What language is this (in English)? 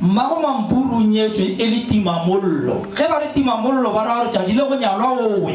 Northern Sotho